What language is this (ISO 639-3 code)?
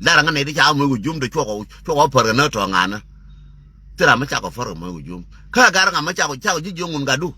nus